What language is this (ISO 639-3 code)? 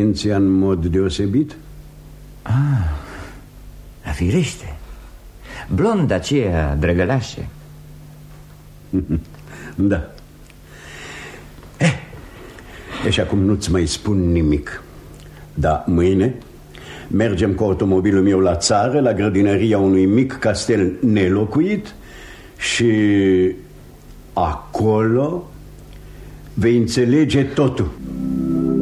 ron